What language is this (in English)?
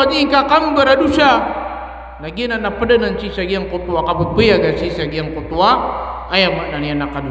Maranao